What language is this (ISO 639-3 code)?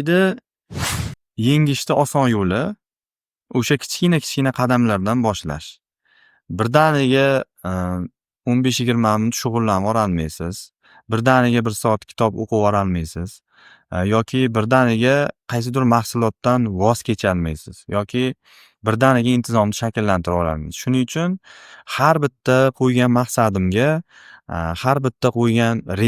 uzb